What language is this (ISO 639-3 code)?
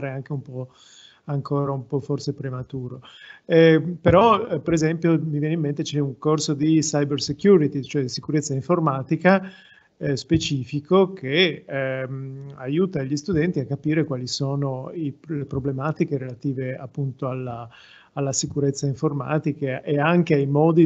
ita